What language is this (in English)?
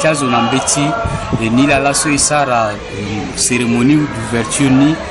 Sango